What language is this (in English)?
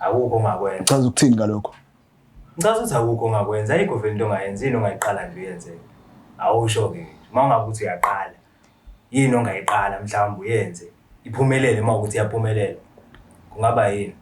Zulu